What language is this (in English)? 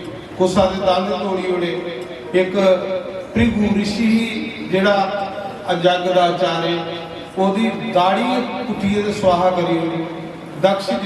Dogri